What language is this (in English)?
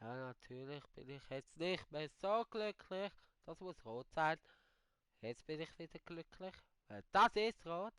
Swiss German